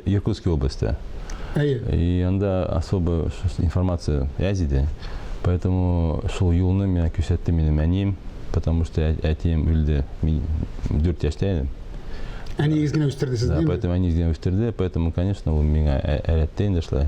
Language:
Tatar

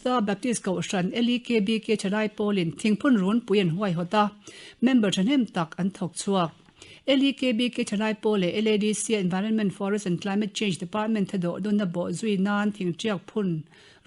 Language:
Mizo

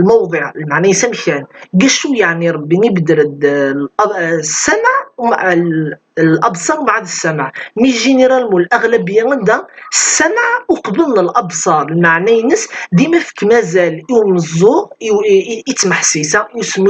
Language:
Kabyle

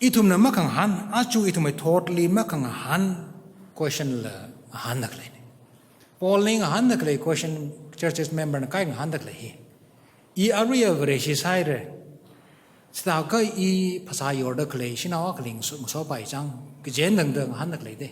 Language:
Tangkhul Naga (India)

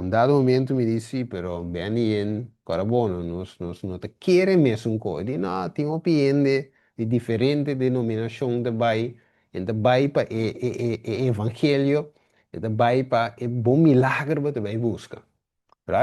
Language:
Papiamento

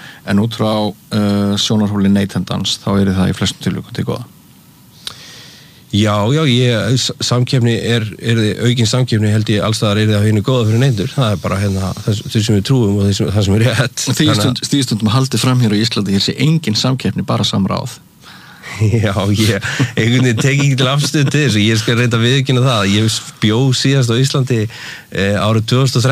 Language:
Icelandic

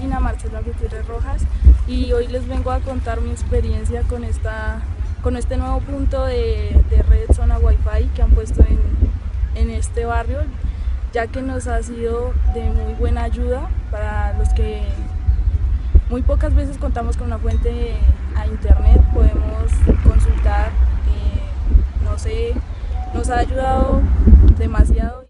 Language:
Spanish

